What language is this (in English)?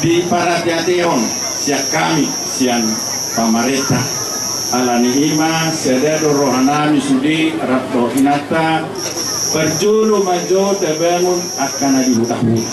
Batak Toba